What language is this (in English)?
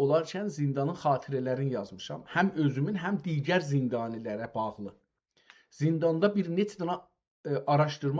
South Azerbaijani